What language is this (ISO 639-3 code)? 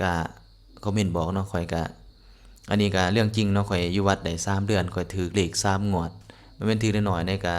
lao